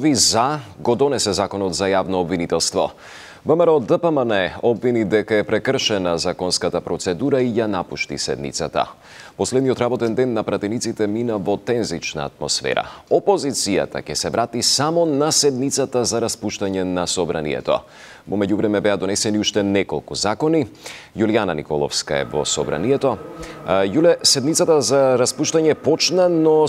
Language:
Macedonian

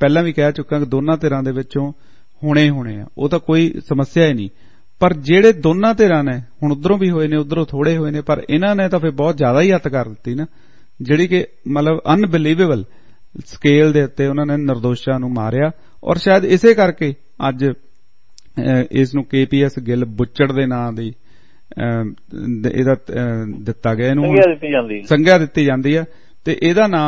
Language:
Punjabi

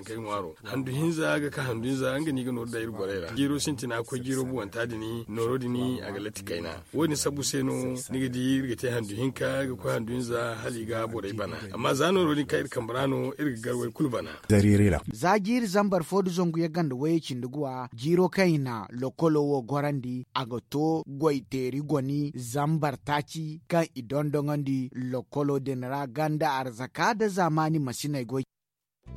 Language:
Zarma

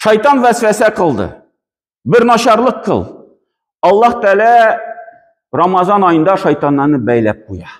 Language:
Tatar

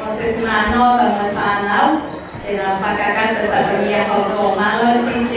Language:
Tongan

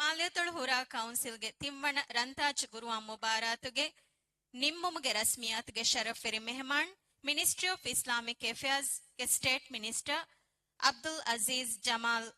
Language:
Divehi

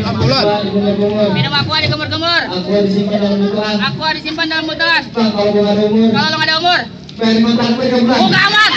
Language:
Betawi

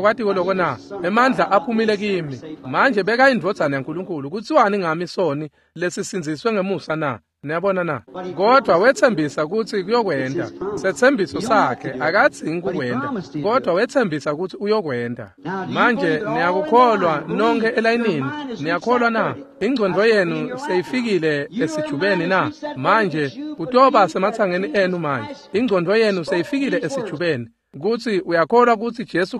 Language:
Swati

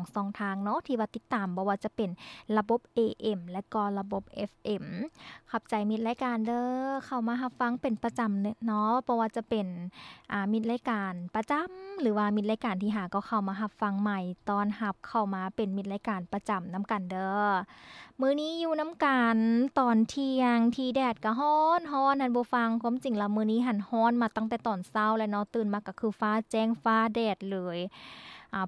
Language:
Lao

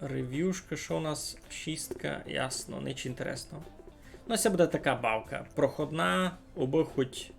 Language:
Rusyn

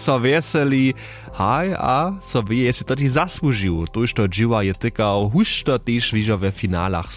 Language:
Upper Sorbian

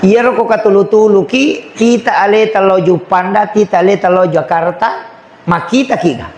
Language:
Buginese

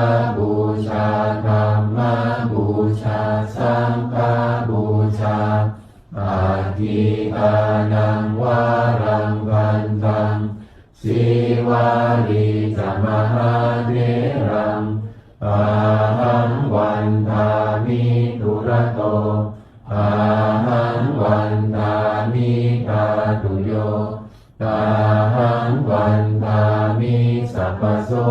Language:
Pali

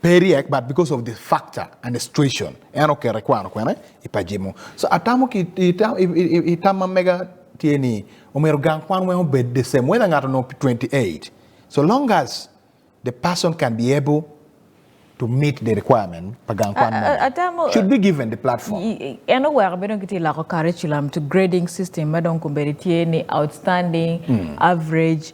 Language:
Acoli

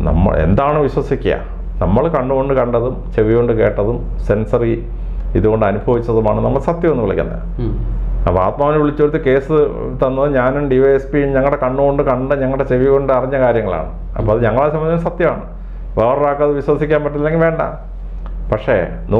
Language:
Malayalam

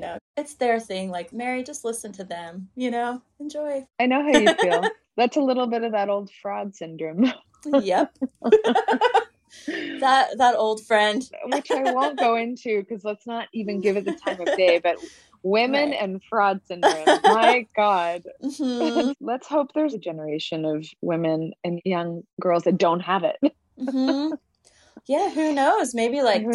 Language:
English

